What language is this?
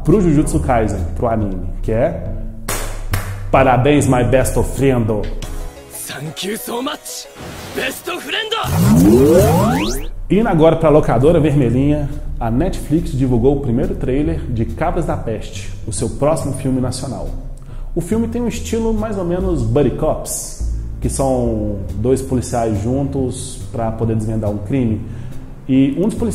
Portuguese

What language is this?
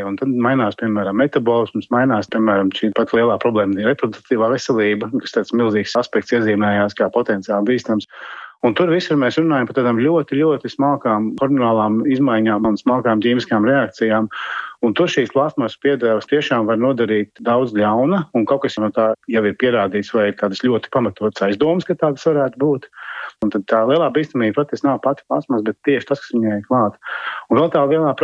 Latvian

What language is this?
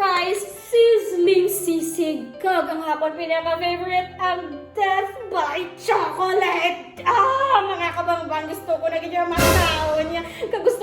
Hiligaynon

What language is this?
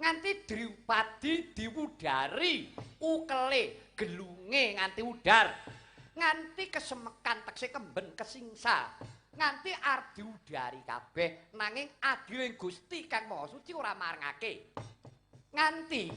Javanese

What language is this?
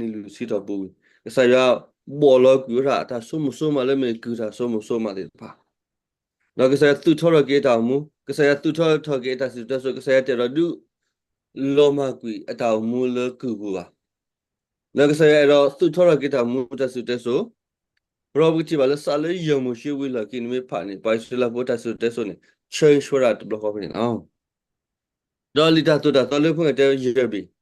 S'gaw Karen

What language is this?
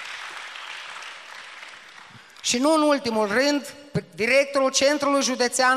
Romanian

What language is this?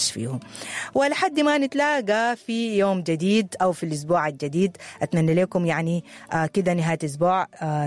Sudanese Arabic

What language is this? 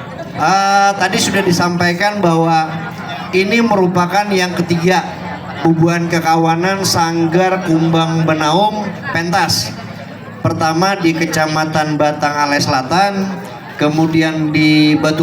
Banjar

